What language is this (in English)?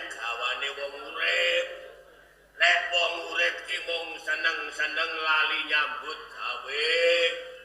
Javanese